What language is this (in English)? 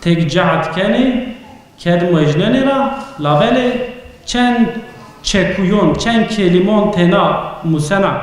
Zaza